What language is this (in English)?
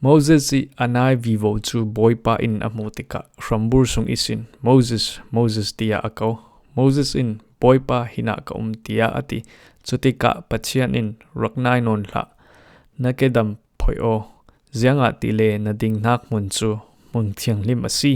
Falam Chin